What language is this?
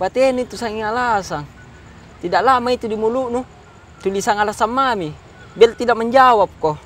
Makassar Malay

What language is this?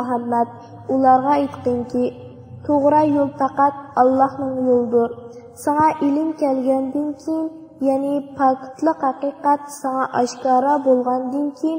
Uyghur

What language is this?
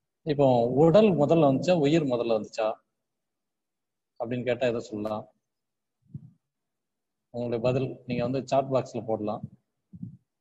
Tamil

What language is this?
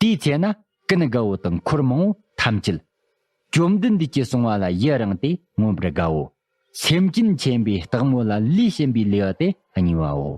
Tibetan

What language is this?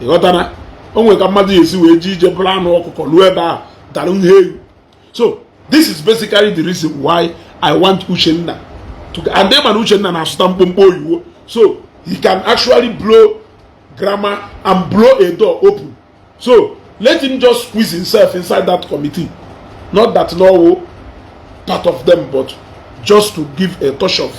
Igbo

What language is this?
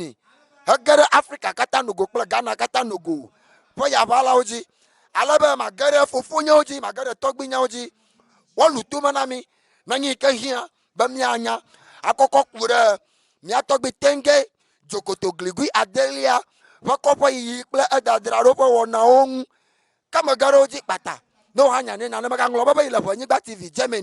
Ewe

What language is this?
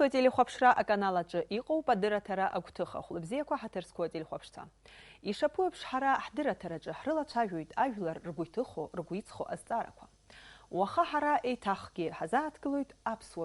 Abkhazian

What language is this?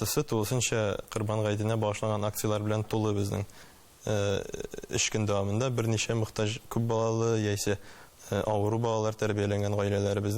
Tatar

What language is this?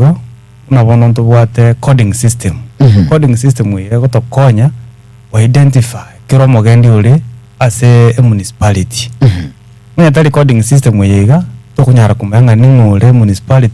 Gusii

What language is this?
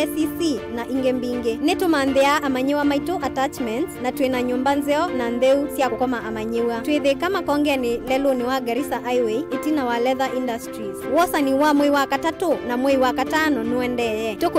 Kamba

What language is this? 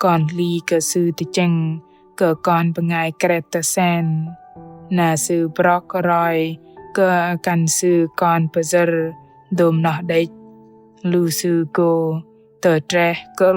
Bahnar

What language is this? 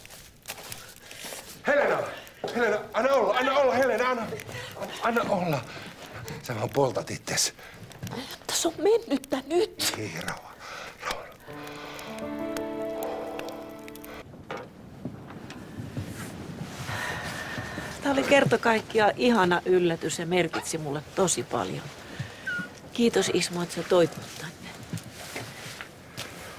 Finnish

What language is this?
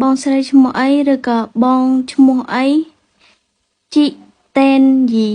Khmer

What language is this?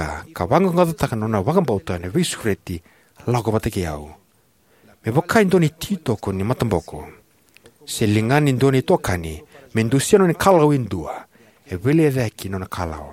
Fijian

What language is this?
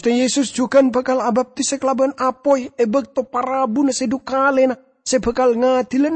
Madurese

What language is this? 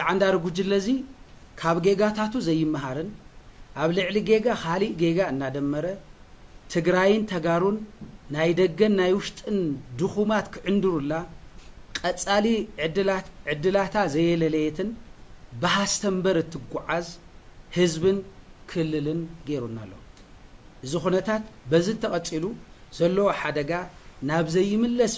Tigrinya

